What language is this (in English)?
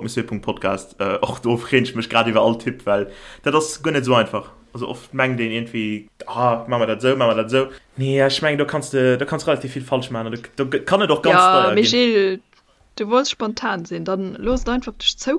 Luxembourgish